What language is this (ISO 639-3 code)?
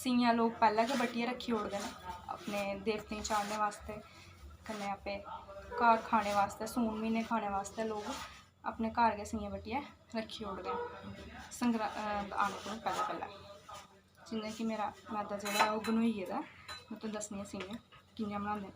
doi